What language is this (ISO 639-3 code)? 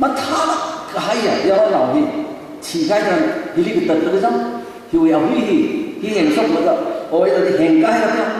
nmf